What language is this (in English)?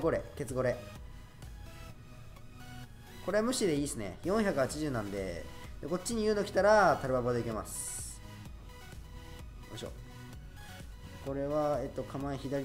Japanese